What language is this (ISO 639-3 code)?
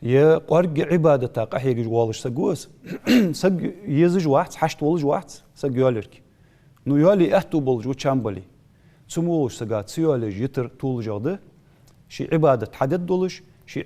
inh